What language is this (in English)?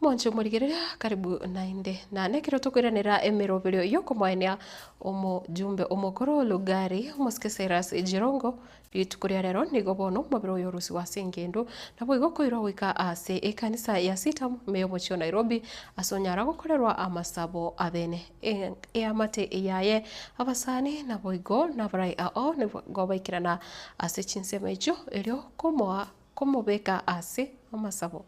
Gusii